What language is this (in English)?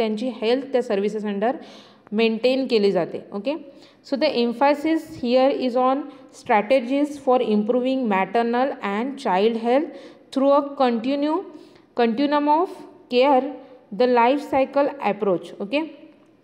Marathi